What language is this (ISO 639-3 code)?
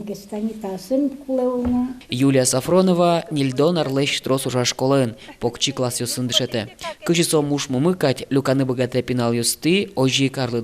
udm